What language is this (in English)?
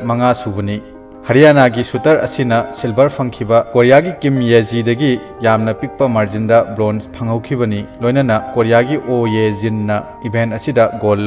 Manipuri